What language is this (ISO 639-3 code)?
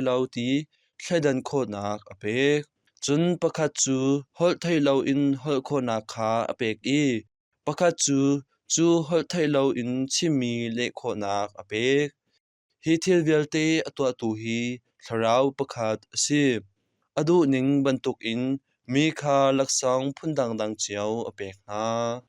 cnh